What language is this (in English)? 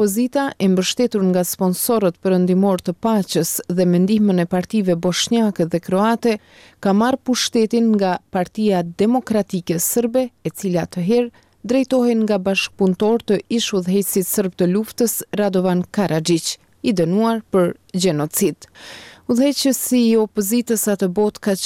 Albanian